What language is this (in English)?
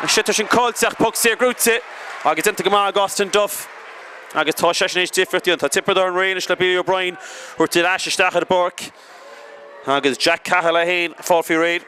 Irish